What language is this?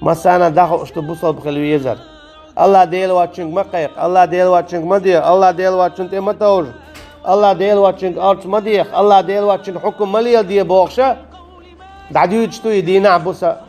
Chechen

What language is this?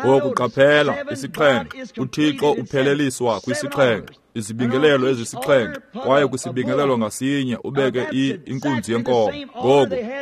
Xhosa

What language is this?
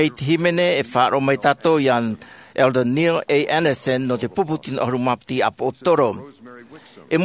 Tahitian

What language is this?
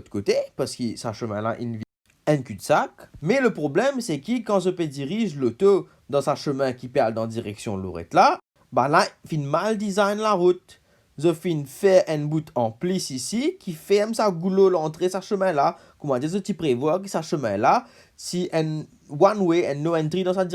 Morisyen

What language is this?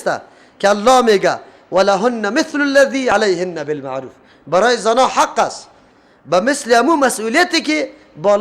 Persian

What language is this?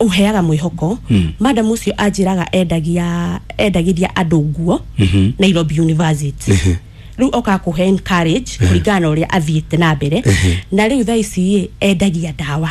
Kikuyu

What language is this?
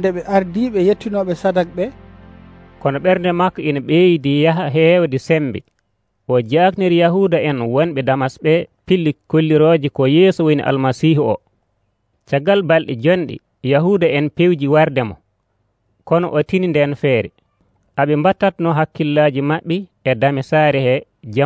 Nigerian Fulfulde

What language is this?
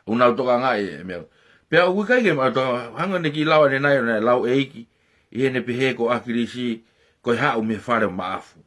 Tongan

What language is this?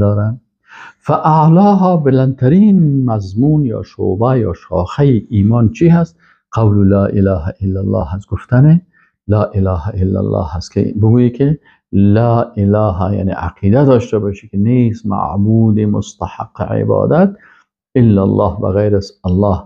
Persian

